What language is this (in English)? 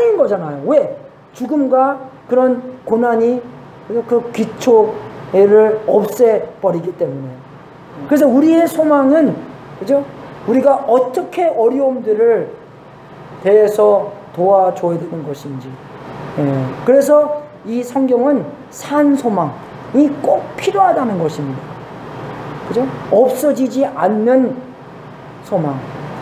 Korean